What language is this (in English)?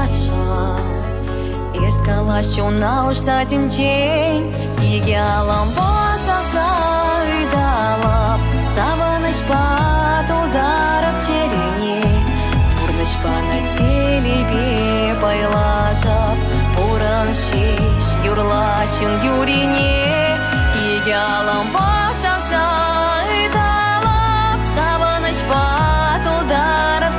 Chuvash